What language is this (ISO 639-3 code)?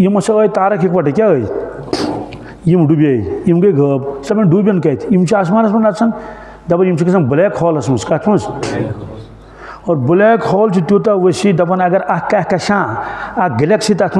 kas